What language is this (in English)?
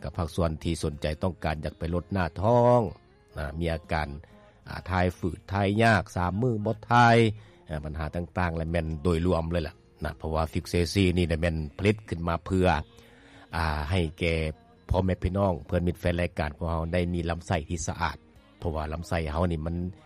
Lao